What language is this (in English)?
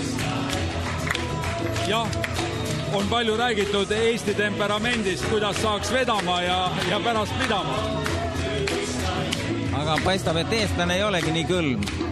Estonian